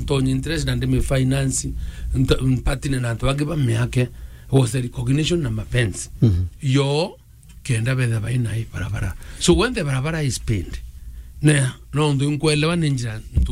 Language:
Meru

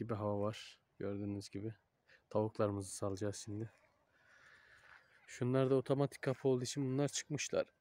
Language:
Turkish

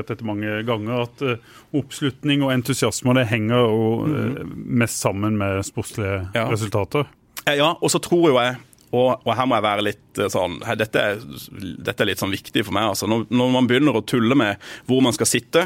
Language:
Norwegian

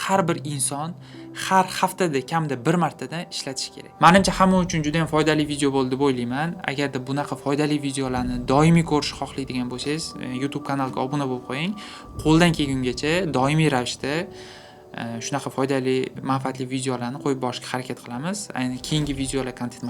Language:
Uzbek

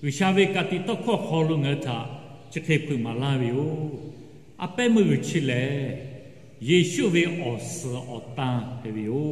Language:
Lahu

